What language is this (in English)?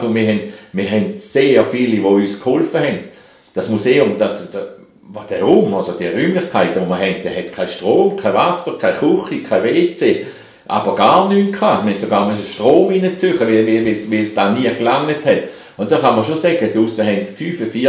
Swiss German